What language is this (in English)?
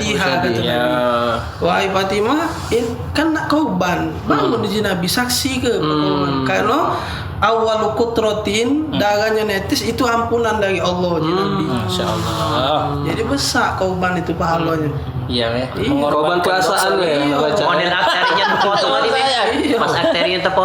Musi